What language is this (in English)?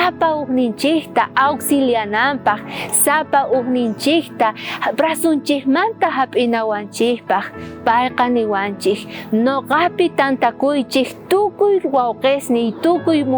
South Bolivian Quechua